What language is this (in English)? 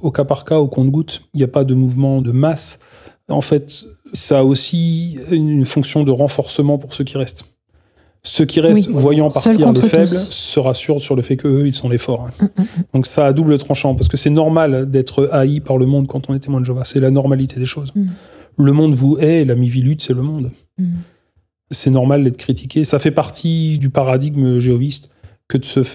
French